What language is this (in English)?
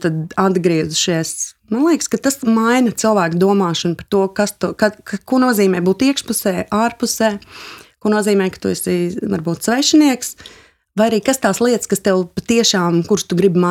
Latvian